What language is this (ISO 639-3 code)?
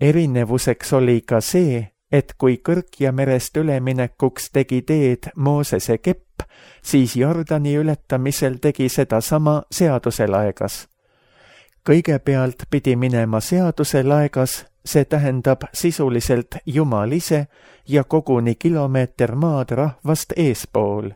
est